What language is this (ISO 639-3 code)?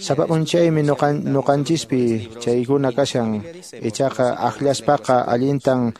que